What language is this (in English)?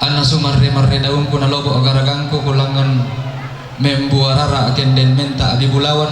Toraja-Sa'dan